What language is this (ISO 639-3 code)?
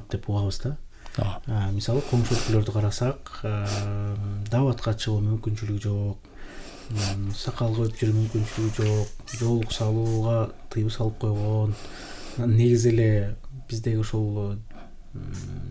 kir